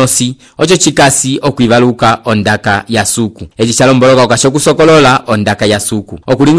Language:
Umbundu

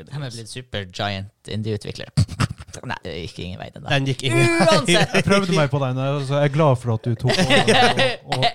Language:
Norwegian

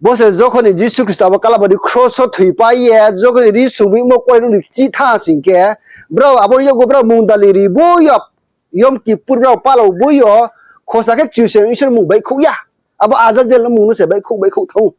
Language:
Riang (India)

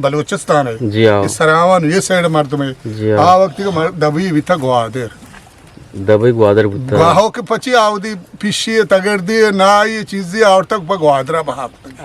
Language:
Eastern Balochi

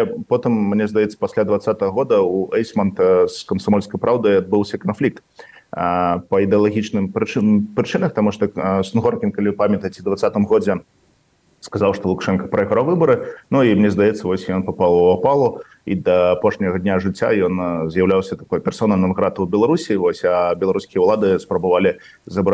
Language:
Belarusian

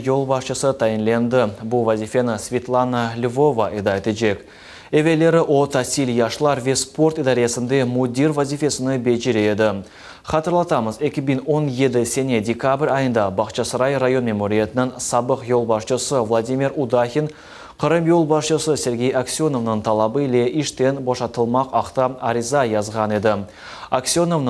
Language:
Crimean Tatar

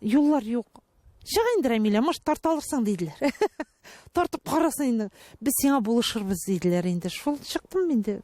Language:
Tatar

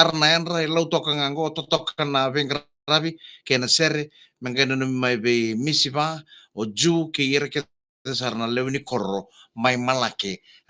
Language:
Fijian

